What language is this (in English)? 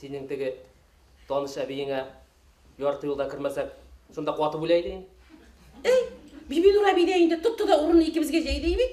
Bashkir